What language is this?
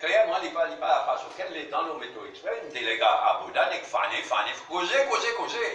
Morisyen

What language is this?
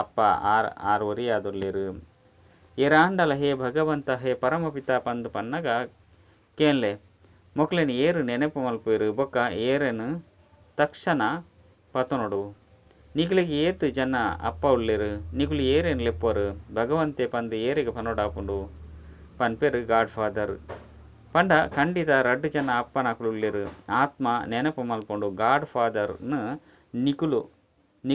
Tulu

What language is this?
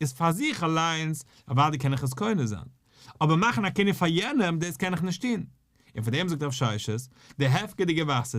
Yiddish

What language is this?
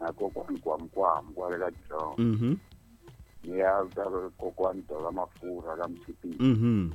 Tsonga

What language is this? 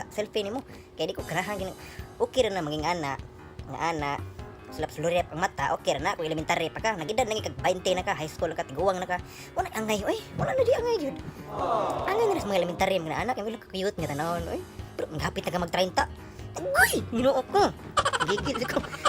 Cebuano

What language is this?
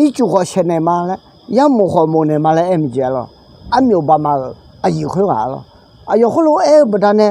Akha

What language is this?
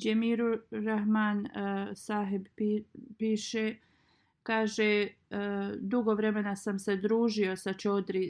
Bosnian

